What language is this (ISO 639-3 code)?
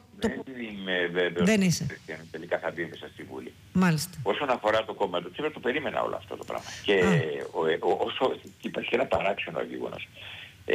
ell